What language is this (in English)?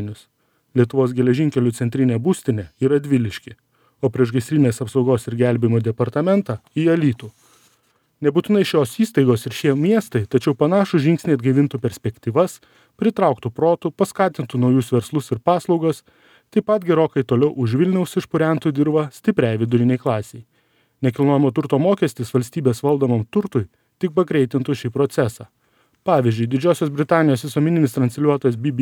Lithuanian